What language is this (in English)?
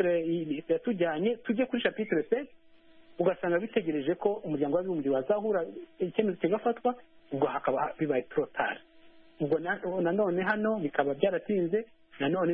Kinyarwanda